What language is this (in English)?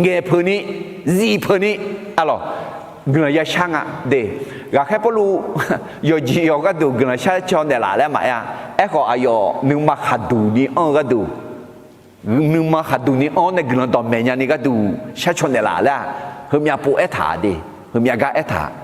Akha